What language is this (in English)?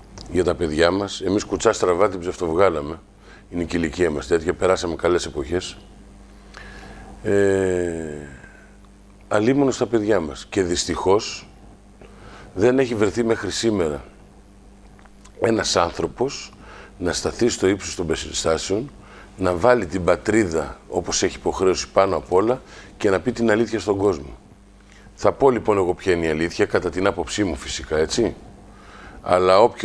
Greek